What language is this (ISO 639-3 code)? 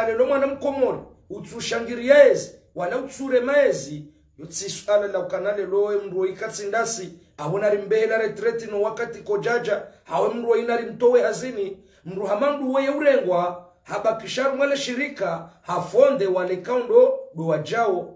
zdj